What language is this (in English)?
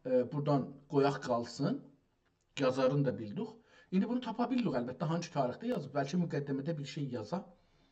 South Azerbaijani